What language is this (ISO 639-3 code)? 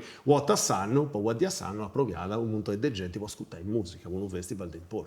srd